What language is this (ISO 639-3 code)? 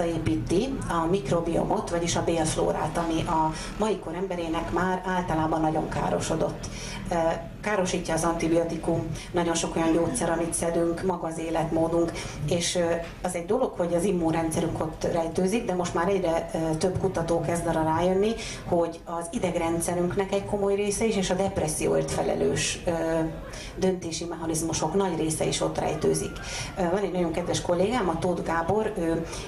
hun